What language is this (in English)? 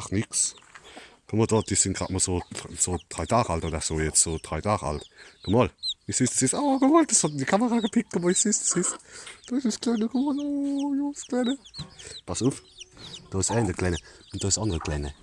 Palatine German